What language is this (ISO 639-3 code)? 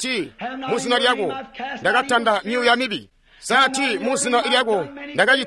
toi